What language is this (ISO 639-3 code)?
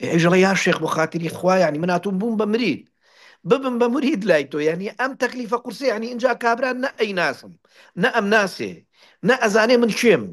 ckb